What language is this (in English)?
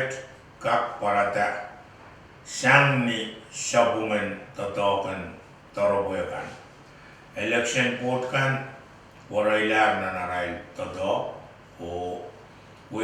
Pohnpeian